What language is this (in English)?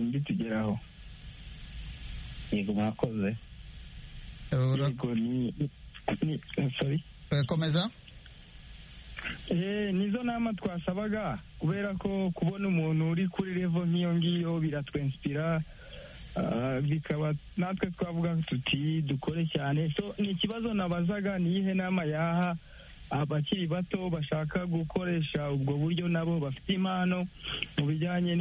Kinyarwanda